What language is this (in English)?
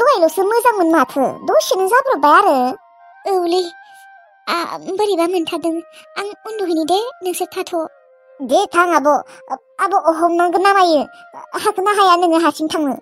Bodo